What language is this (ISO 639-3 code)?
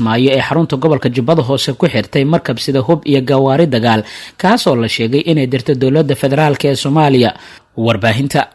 som